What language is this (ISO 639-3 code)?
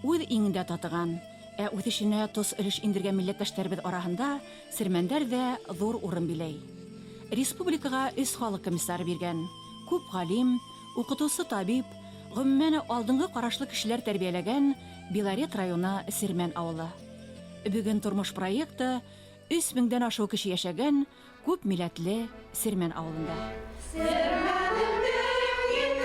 bak